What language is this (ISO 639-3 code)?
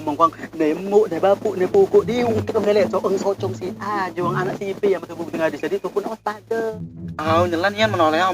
mui